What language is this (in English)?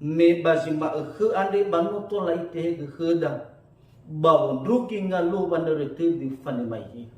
Nias